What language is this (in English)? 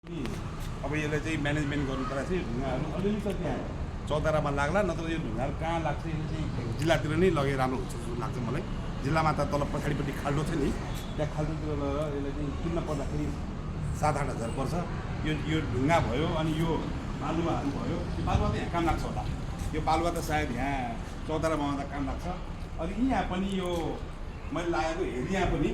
Nepali